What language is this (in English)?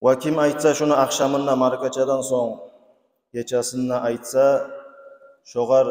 Kumyk